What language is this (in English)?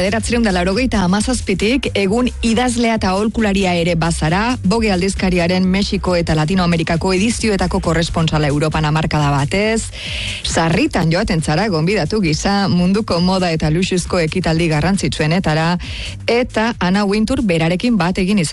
Basque